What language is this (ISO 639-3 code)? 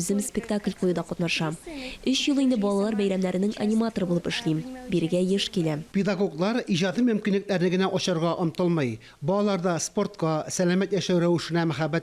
tat